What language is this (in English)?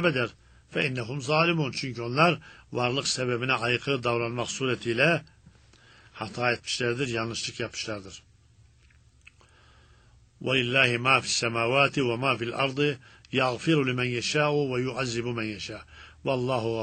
Turkish